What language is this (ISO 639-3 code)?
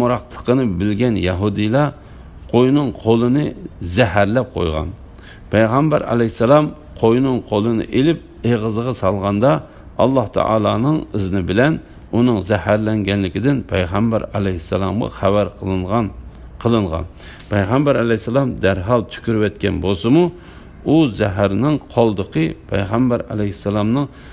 uig